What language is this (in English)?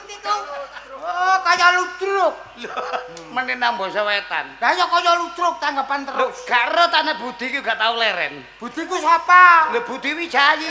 Javanese